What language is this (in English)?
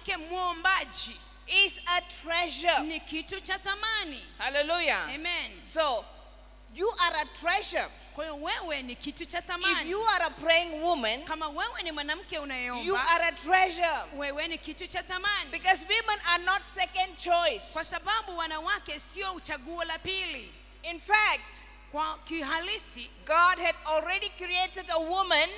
Swahili